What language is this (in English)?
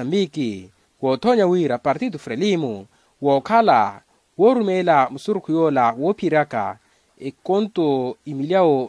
Makhuwa